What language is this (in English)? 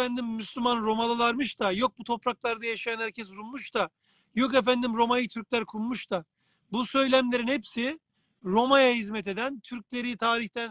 Turkish